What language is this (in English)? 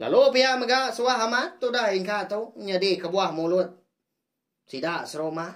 Iban